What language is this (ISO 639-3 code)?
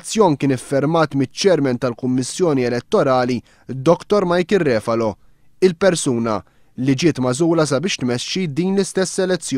mlt